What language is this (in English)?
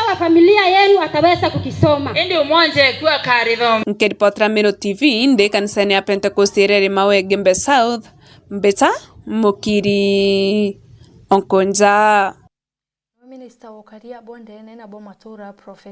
Meru